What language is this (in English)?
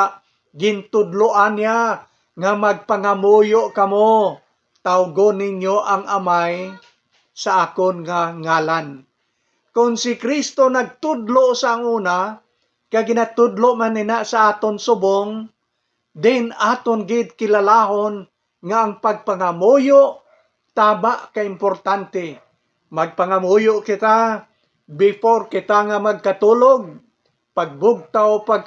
Hiligaynon